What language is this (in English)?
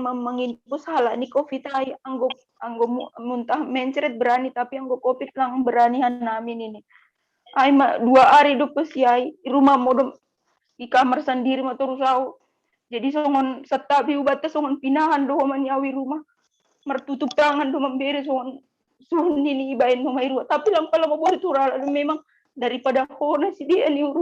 Batak Simalungun